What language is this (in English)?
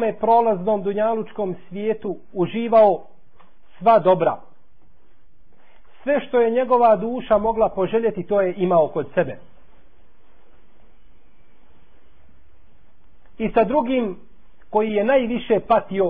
Bosnian